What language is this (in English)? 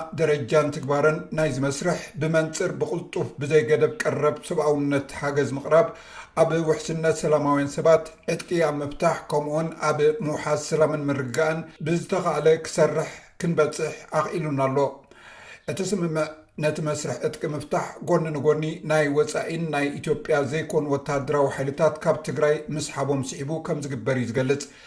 Tigrinya